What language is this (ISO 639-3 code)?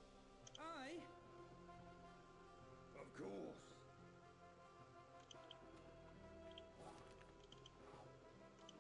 pol